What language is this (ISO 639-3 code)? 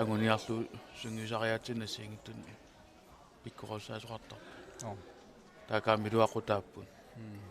kal